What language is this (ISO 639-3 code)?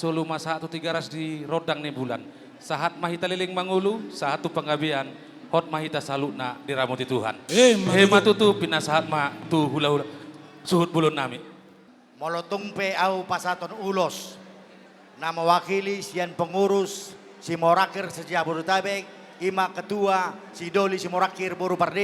bbc